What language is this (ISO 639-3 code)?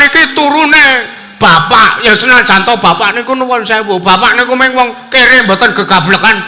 jav